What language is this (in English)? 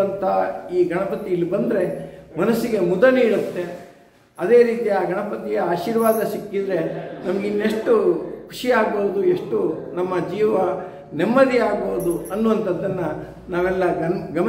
Kannada